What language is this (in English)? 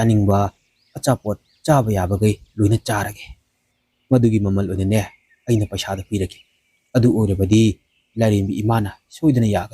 Manipuri